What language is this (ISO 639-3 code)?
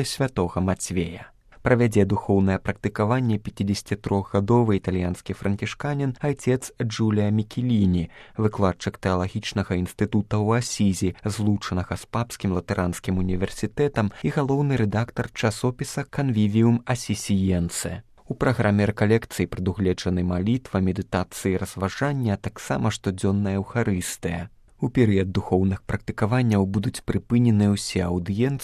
bel